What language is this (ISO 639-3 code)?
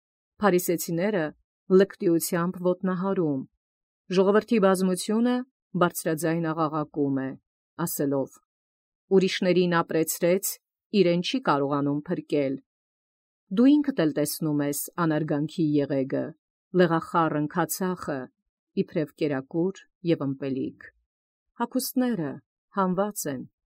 hye